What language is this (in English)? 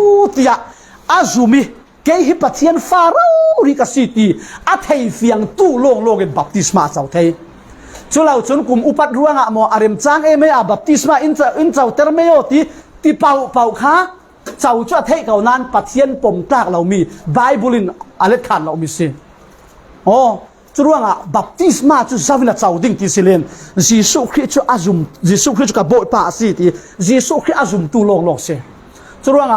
Falam Chin